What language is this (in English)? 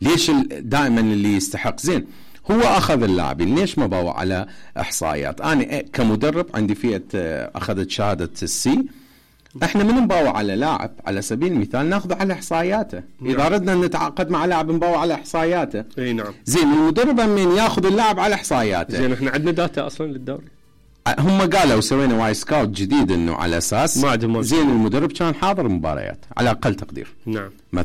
Mesopotamian Arabic